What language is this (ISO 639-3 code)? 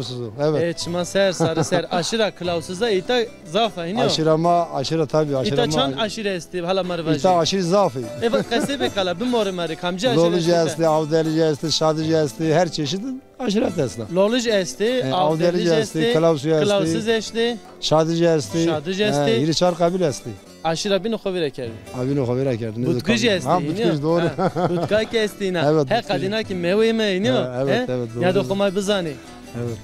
zza